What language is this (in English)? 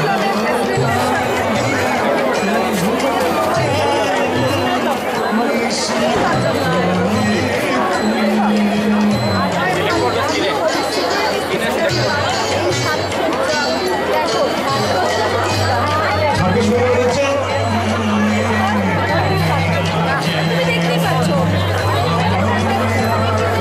Bangla